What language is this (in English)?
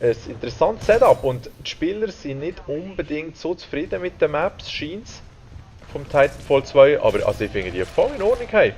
Swiss German